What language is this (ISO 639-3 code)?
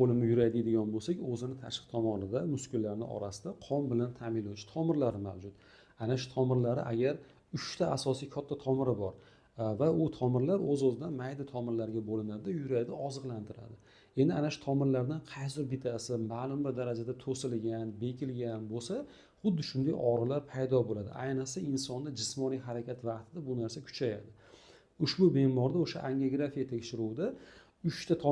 uzb